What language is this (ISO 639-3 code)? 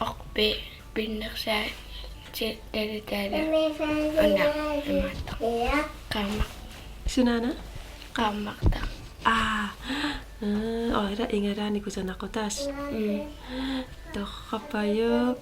kal